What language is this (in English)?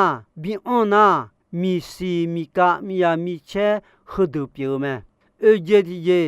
Akha